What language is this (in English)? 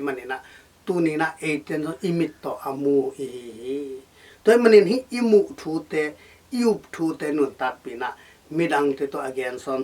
Tedim Chin